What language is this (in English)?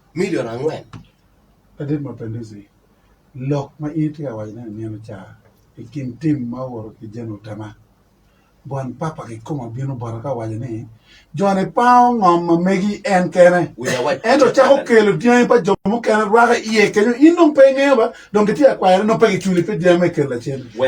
Acoli